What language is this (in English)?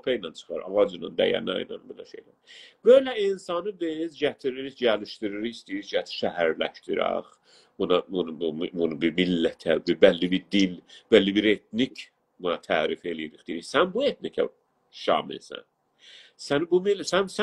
South Azerbaijani